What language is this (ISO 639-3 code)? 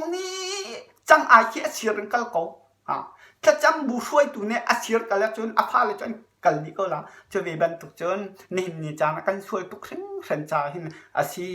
cnh